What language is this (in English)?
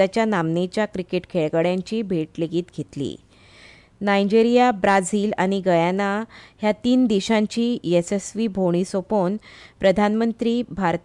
Konkani